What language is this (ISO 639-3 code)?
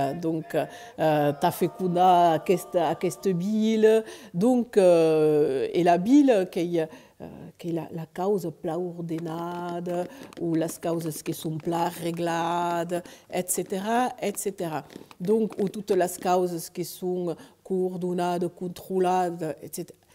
oci